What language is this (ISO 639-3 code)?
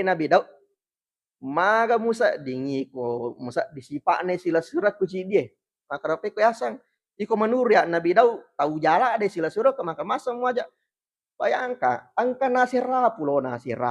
bug